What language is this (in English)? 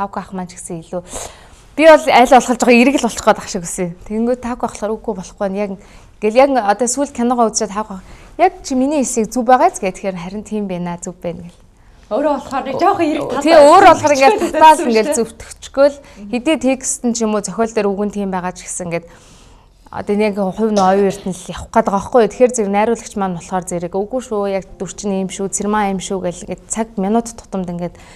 Mongolian